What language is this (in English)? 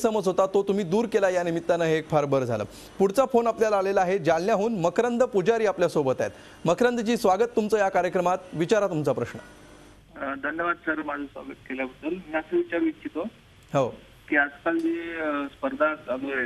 Marathi